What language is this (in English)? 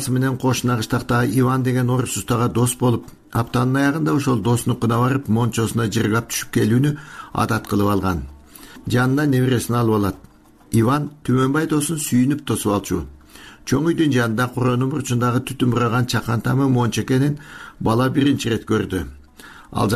Kyrgyz